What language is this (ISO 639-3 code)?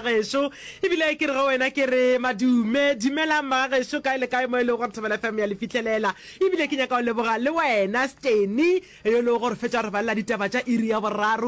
nso